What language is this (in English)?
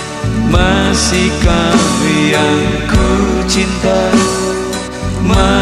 Indonesian